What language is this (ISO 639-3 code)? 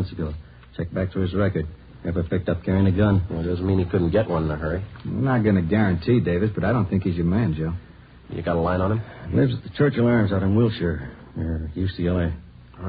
eng